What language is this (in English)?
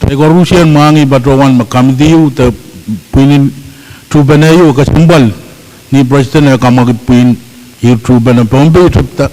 Pohnpeian